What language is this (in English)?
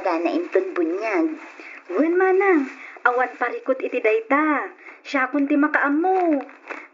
Iloko